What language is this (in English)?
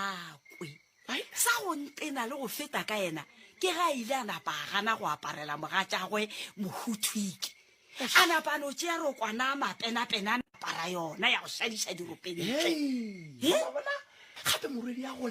Northern Sotho